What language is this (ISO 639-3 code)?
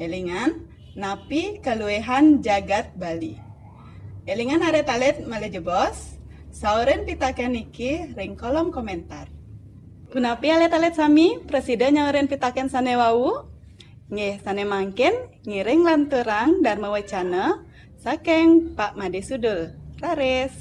ban